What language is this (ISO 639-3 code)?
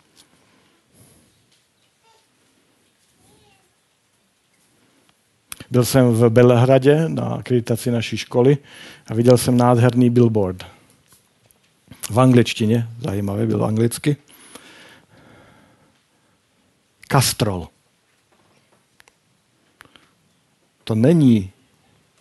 ces